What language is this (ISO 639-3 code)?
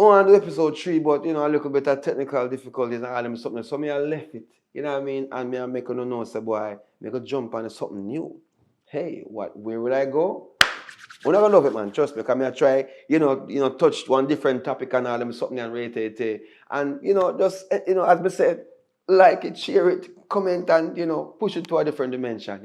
jam